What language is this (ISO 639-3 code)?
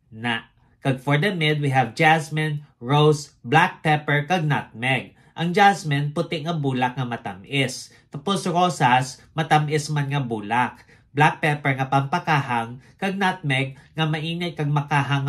hil